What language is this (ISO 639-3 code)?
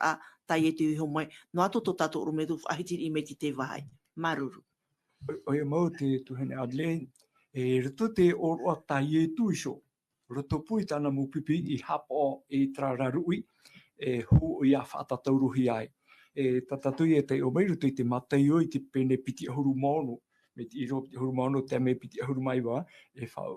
tah